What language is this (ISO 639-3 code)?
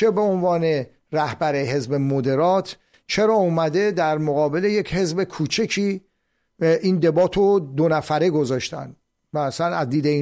fas